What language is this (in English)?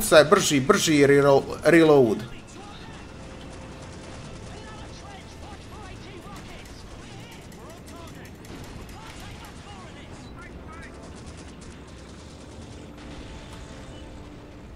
Croatian